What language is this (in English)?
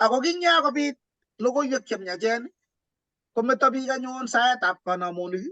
Kalenjin